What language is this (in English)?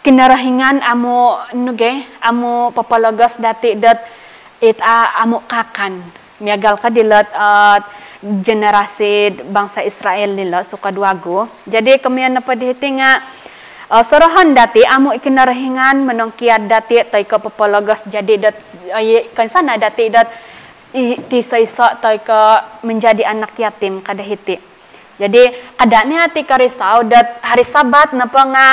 Central Dusun